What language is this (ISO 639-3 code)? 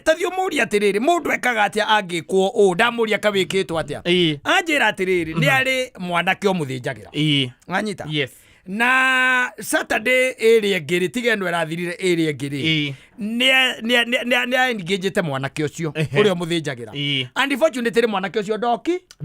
kik